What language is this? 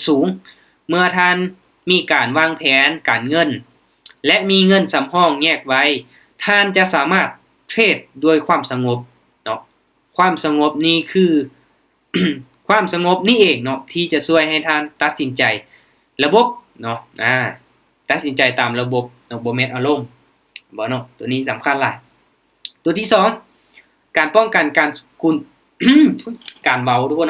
Lao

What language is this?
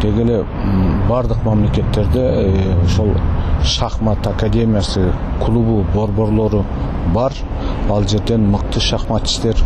Kyrgyz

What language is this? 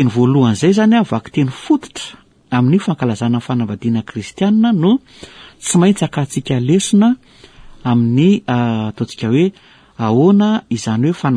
Malagasy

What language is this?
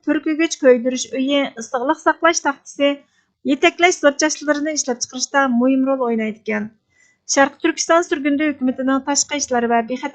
Uyghur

